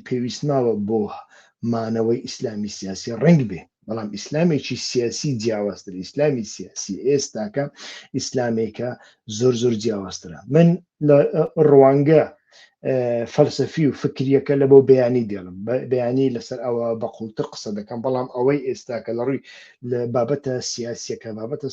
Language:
Central Kurdish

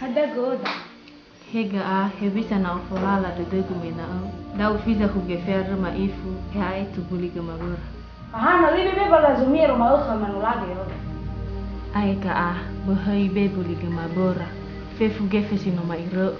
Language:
Nias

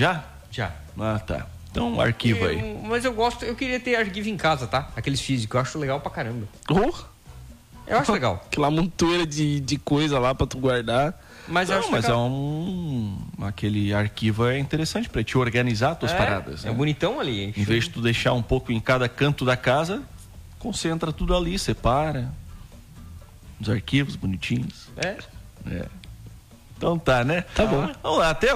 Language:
Portuguese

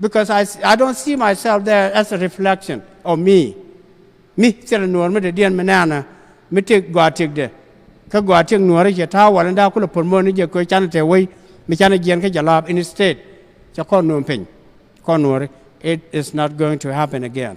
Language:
Nuer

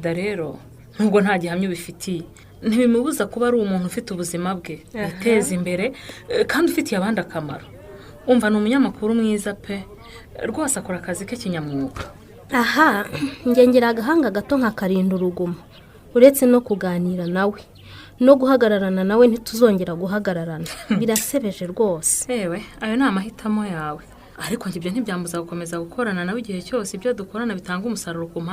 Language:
Kinyarwanda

